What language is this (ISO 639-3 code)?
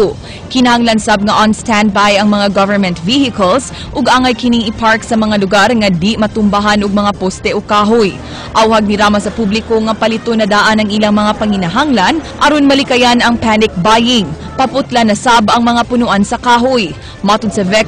ceb